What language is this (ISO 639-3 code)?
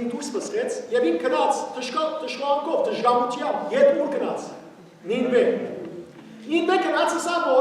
hyw